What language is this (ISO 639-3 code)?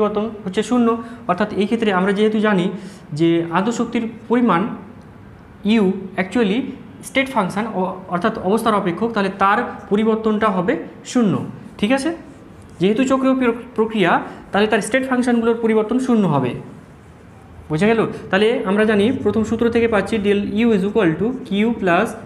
ben